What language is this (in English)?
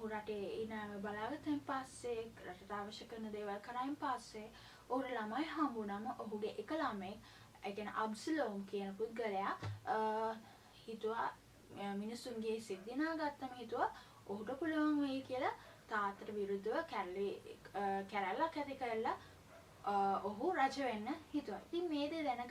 Sinhala